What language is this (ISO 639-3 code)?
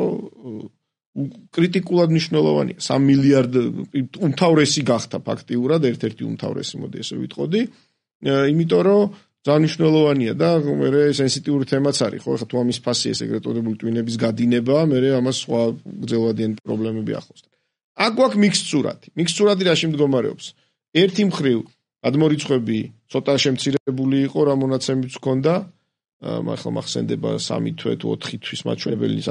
kat